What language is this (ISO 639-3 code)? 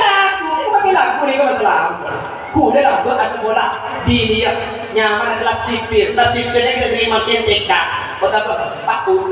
mad